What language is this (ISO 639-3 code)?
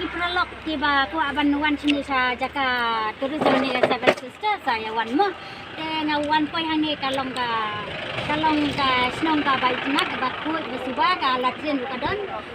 kha